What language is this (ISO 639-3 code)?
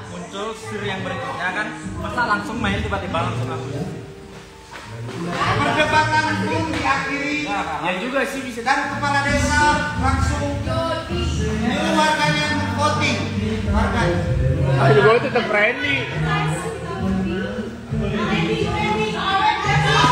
ind